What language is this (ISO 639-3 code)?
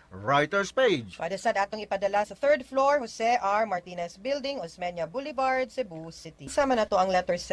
ceb